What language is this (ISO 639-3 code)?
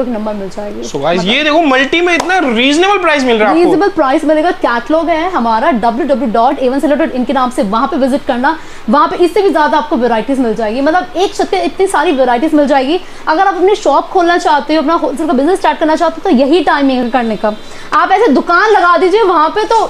hin